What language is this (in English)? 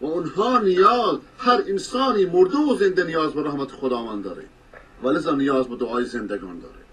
Persian